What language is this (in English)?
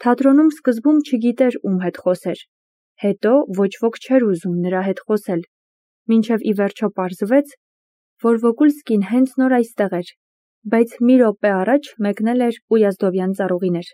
Armenian